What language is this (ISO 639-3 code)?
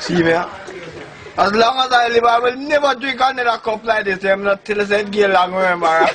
jam